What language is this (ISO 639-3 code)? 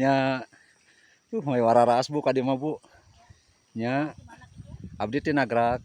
sun